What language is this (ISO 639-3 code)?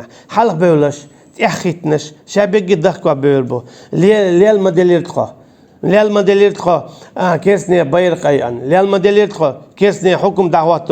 che